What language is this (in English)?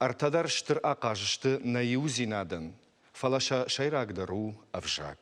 Ossetic